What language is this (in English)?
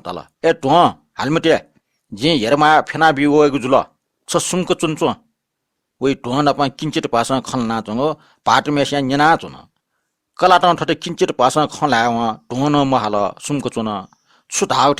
Newari